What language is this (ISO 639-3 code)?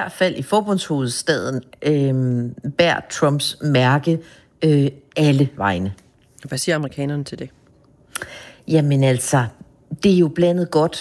dan